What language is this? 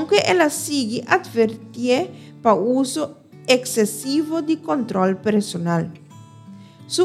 Papiamento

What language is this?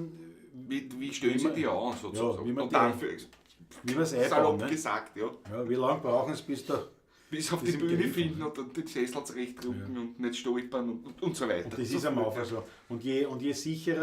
Bavarian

